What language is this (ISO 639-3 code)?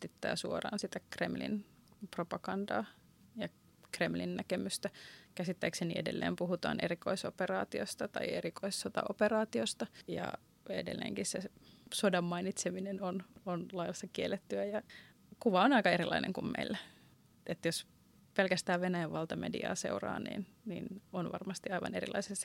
fin